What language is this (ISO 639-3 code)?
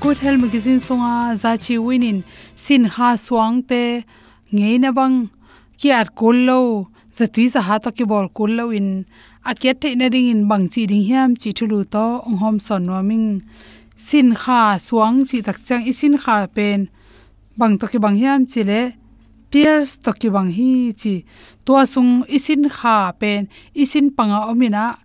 ctd